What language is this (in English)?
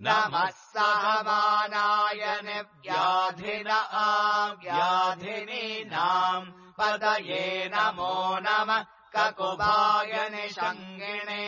Sanskrit